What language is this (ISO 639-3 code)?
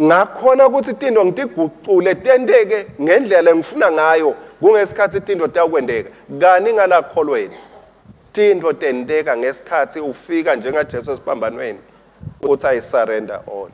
ssw